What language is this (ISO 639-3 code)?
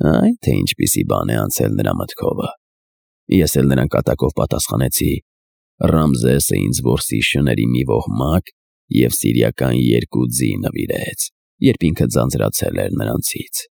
hye